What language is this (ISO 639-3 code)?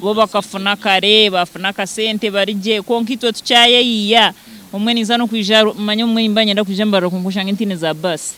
nyn